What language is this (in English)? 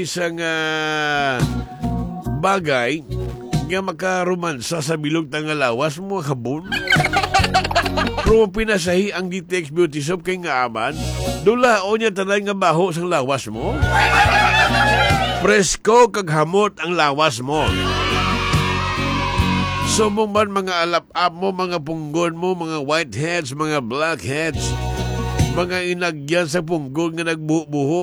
Hiligaynon